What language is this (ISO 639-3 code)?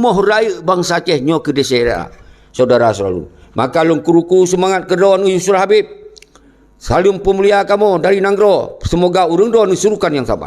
ace